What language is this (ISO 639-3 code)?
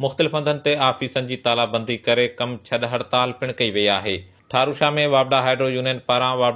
snd